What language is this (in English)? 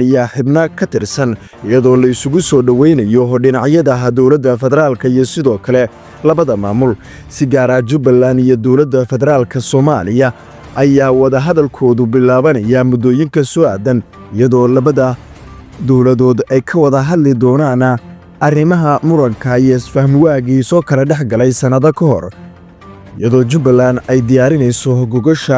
Somali